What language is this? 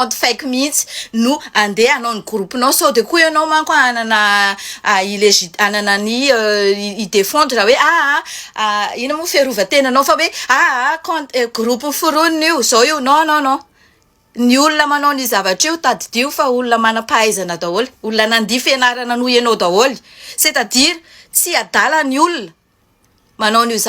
Malagasy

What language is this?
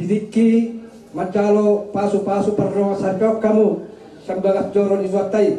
Batak Toba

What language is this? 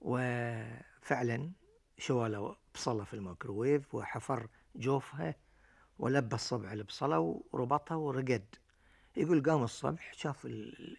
Gulf Arabic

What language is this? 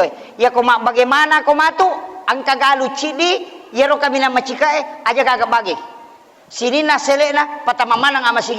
Buginese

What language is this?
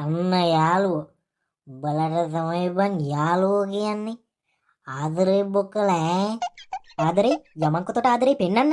Sinhala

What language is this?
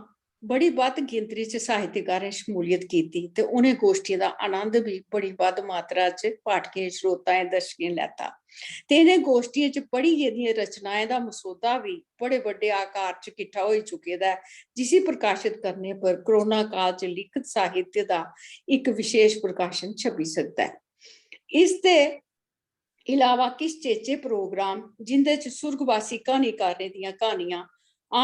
Dogri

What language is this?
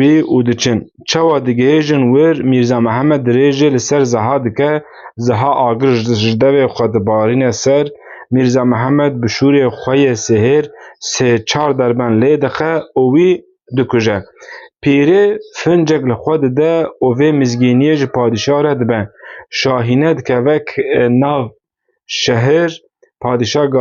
Kurdish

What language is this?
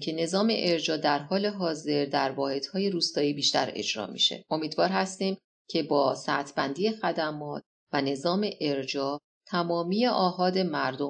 Persian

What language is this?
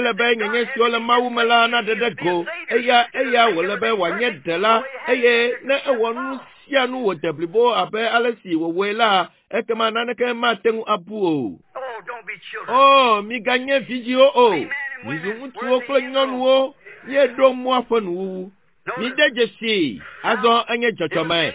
Ewe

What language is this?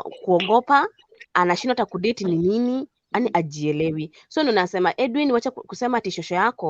Gusii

